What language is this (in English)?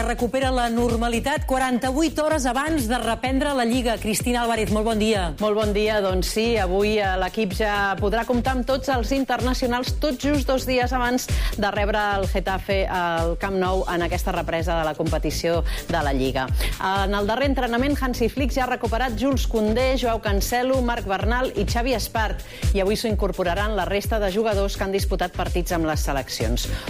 Catalan